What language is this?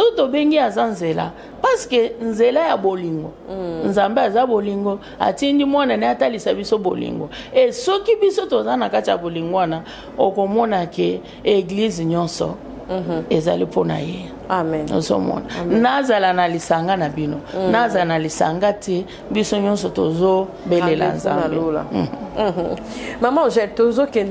Lingala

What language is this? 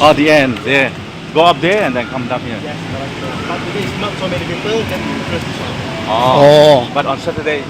Falam Chin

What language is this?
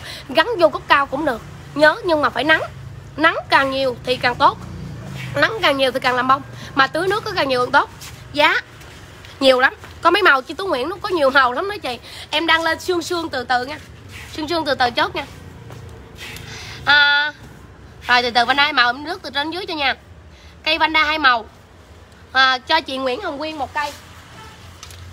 Vietnamese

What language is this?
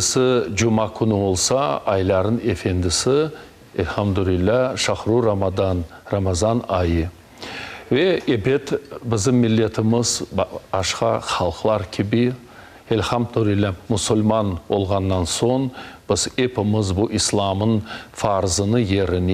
Crimean Tatar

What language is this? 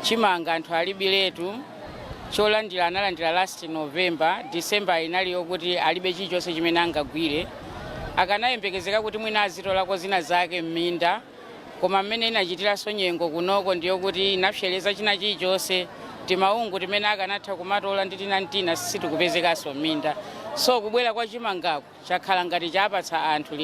Nyanja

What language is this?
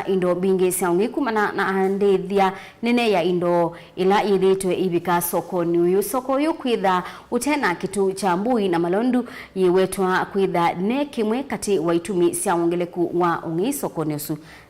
Kamba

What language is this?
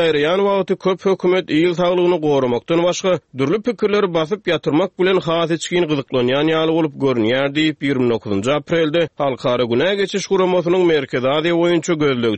Turkmen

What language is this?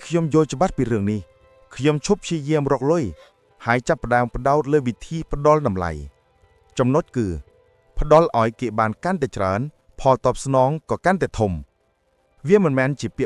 Khmer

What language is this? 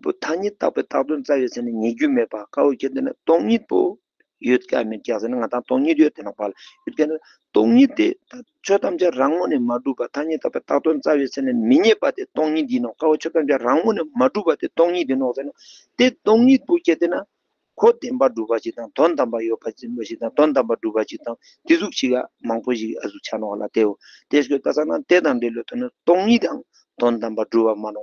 Tibetan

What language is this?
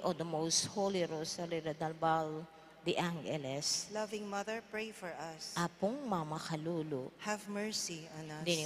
Pampanga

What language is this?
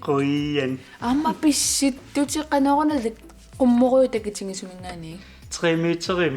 Kalaallisut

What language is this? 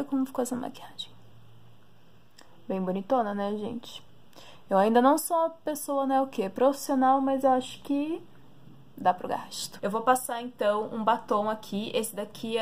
Portuguese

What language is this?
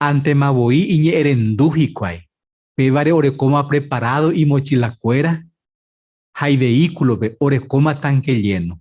Guarani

